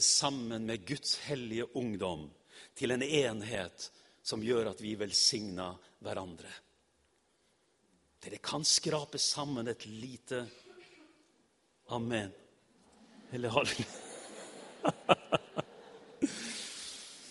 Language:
Norwegian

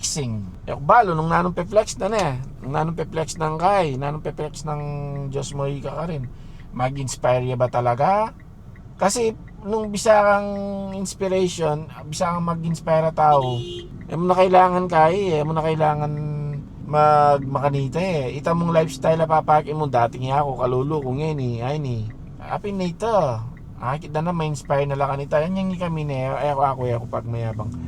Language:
Pampanga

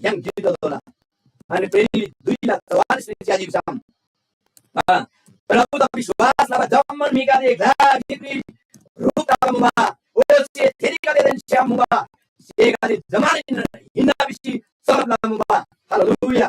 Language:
Eastern Tamang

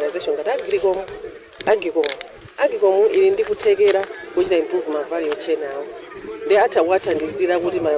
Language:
Nyanja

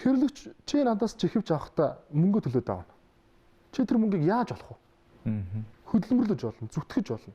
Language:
Mongolian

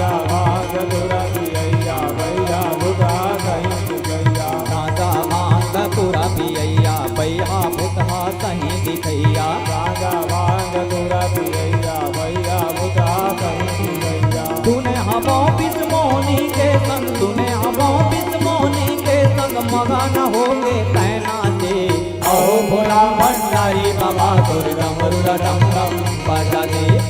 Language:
Chhattisgarhi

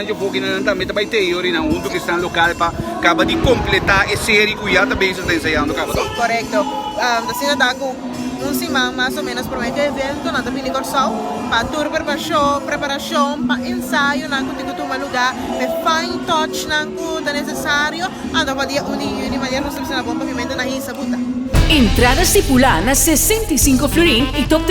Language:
Papiamento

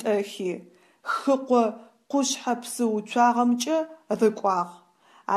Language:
Adyghe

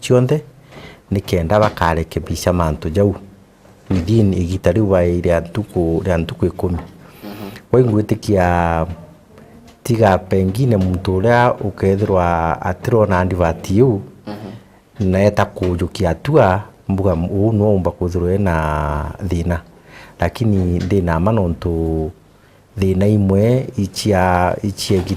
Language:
Meru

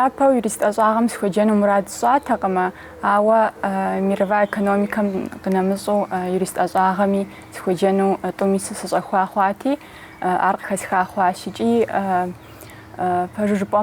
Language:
Kabardian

